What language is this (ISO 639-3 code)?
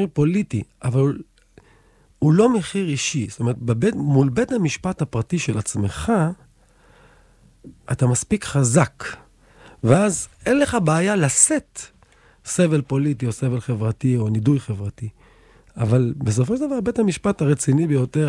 heb